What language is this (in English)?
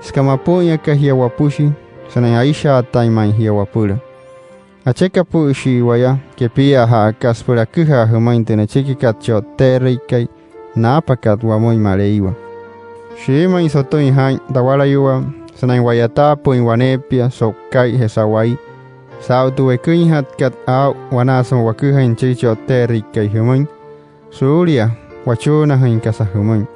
Wayuu